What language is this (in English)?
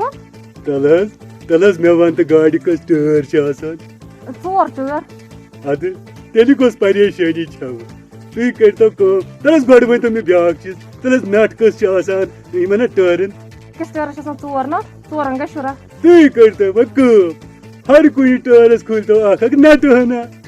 Kashmiri